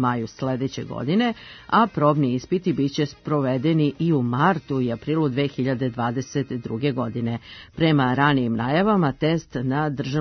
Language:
Serbian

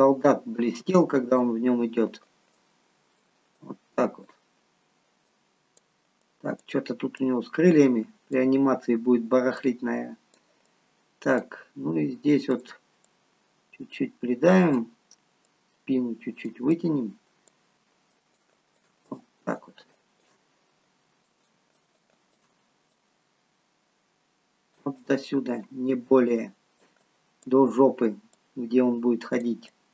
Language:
Russian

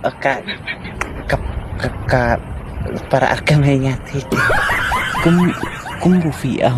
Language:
Khasi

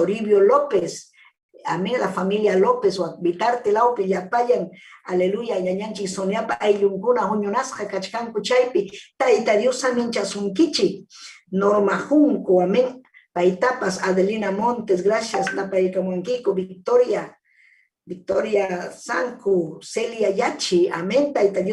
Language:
Ayacucho Quechua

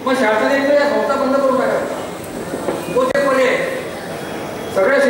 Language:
Marathi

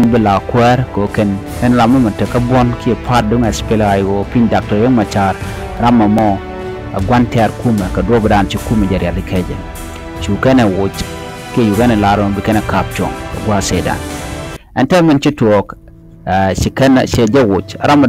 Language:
Nuer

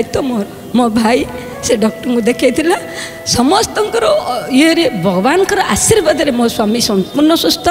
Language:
Odia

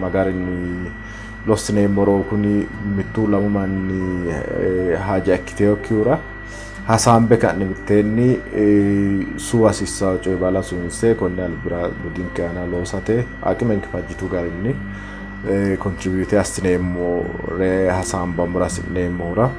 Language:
Sidamo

